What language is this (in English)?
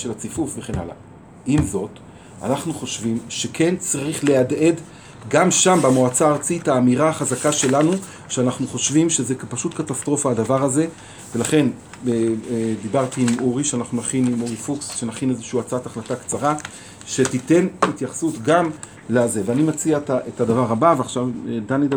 Hebrew